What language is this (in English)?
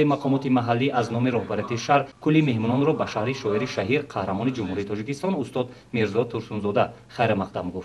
Tajik